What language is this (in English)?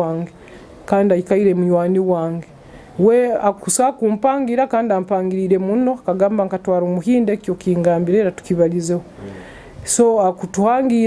Nyoro